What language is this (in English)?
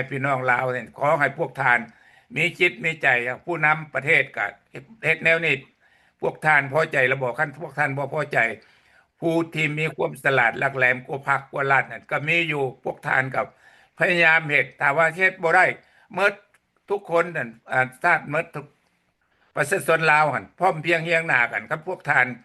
Lao